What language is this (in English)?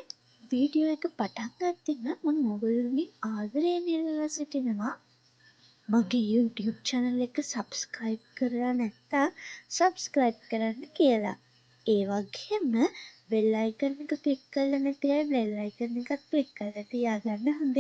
Sinhala